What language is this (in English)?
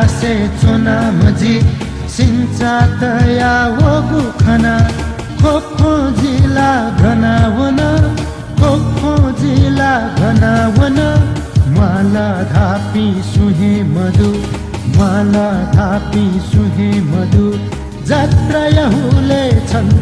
Newari